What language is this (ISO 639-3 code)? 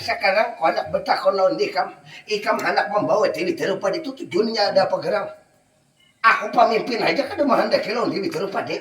bjn